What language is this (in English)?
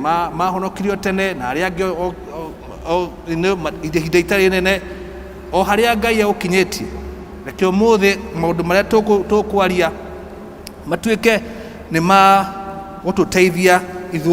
Kikuyu